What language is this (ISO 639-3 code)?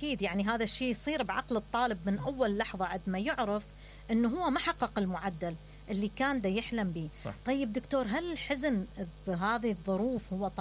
acm